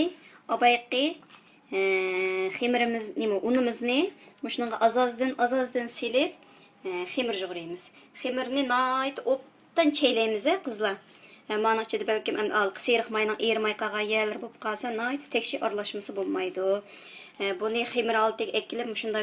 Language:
Uyghur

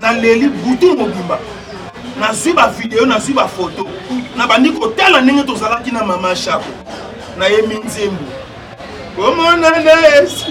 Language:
Lingala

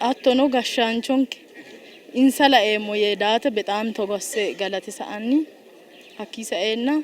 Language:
Sidamo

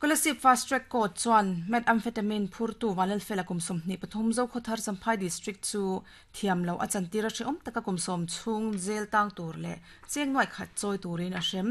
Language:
Mizo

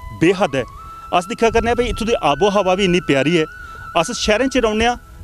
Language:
Dogri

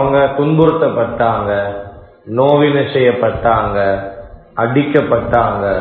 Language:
Tamil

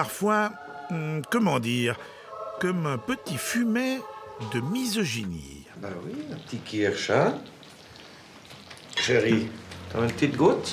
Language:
French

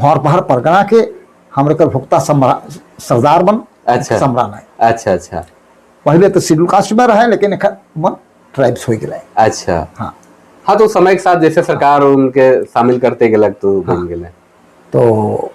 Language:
Sadri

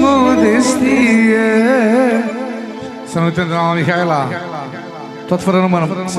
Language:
Romanian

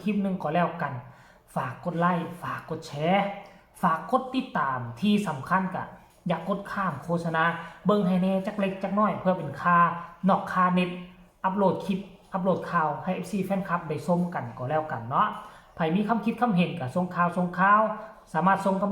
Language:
Northeastern Thai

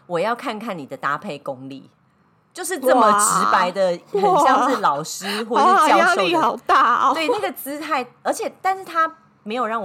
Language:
Chinese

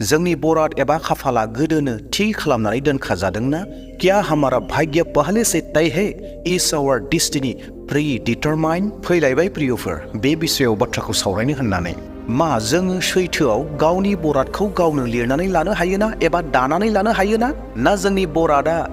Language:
Bodo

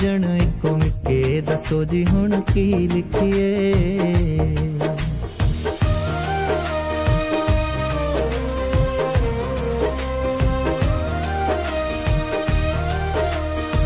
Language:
Punjabi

